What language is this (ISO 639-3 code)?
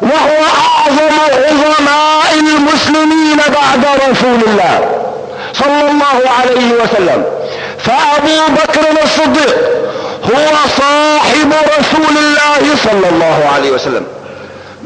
ara